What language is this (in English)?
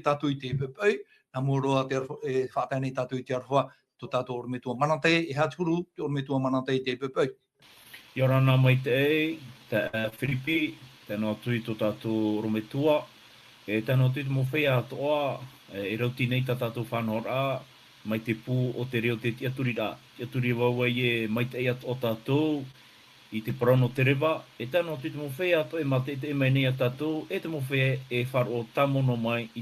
Tahitian